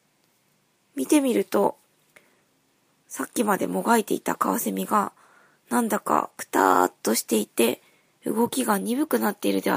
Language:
Japanese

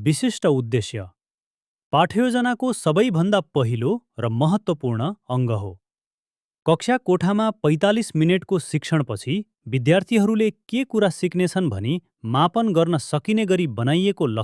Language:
Nepali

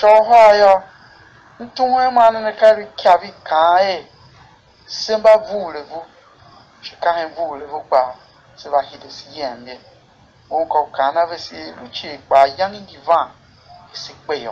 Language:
Tiv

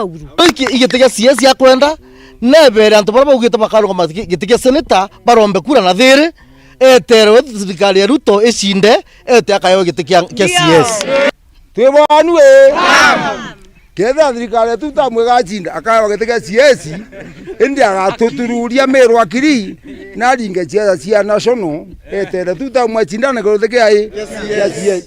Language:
Meru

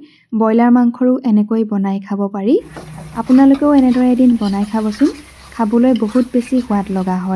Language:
Assamese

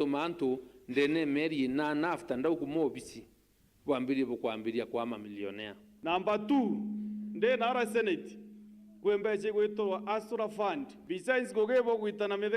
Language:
Meru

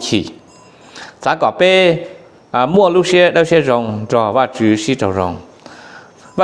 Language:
Hmong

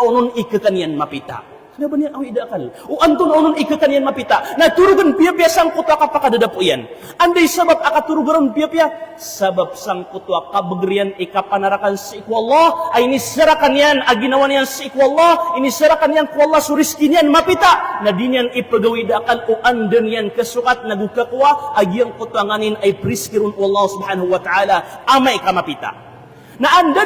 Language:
Maranao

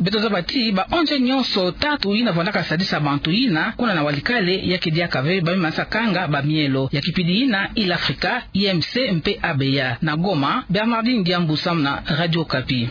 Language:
Kituba (Democratic Republic of Congo)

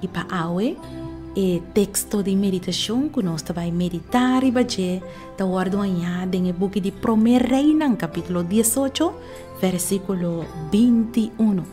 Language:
Papiamento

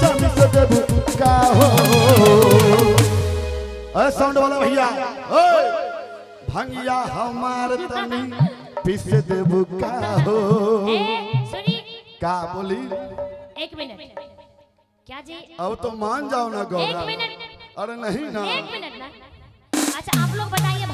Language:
Bhojpuri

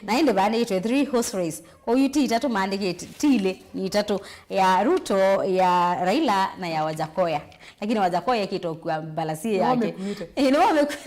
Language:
Kamba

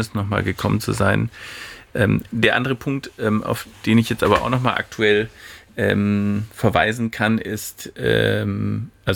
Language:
German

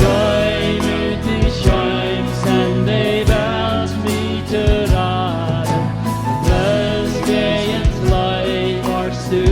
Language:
Plautdietsch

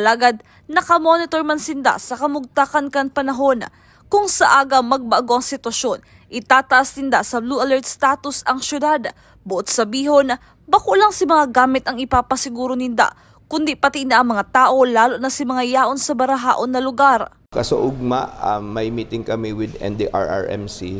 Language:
Bikol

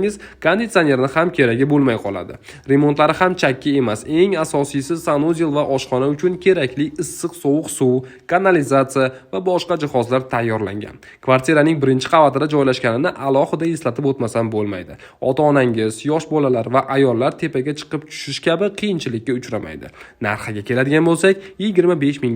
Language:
Uzbek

